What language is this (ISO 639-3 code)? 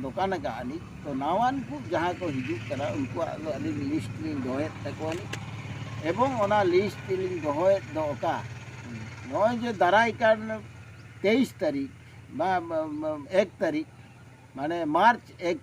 sat